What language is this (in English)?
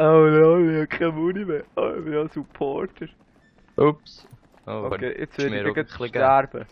Swiss German